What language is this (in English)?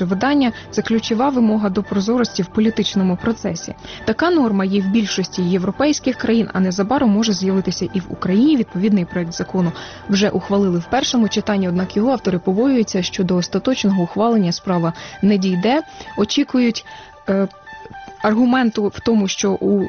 Ukrainian